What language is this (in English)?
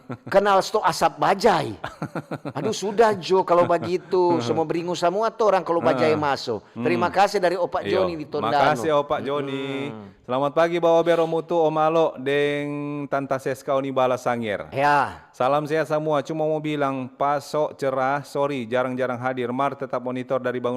Manado Malay